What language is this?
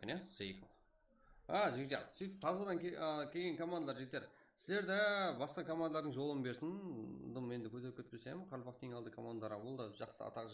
Kara-Kalpak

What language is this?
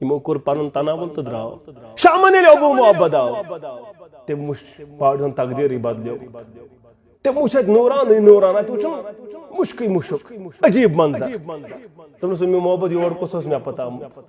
Kashmiri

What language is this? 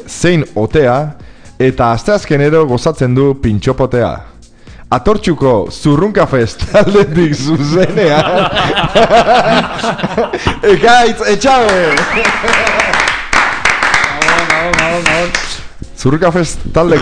Basque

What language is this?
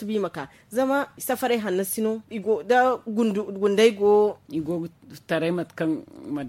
Zarma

